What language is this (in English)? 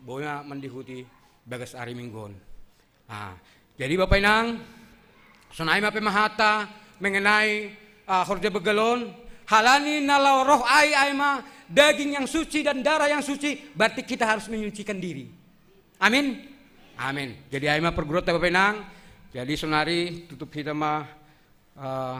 Batak Simalungun